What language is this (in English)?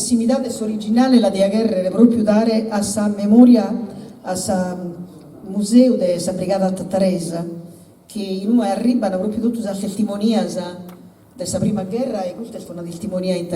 Sardinian